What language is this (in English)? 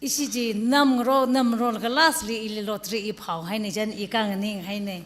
Tangkhul Naga (India)